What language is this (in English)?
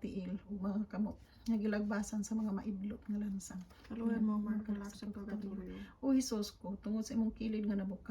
Cebuano